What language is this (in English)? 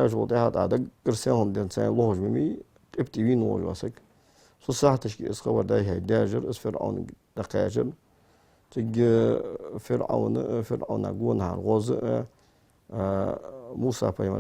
Ingush